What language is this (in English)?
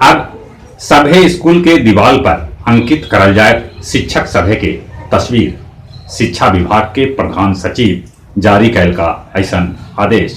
Magahi